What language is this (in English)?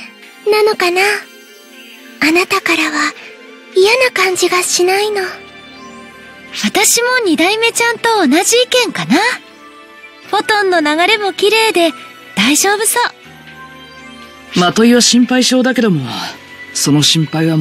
Japanese